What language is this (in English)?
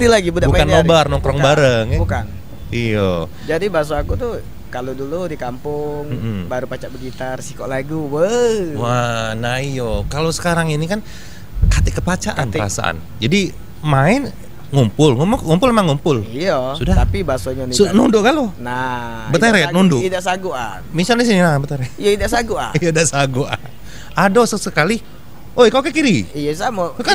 Musi